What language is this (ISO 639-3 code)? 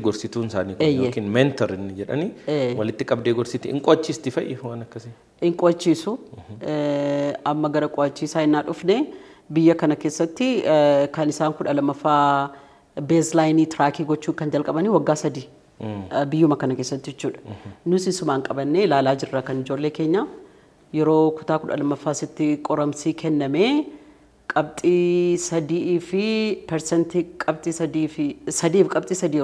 orm